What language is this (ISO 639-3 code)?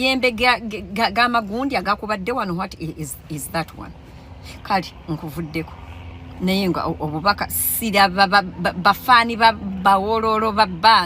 lug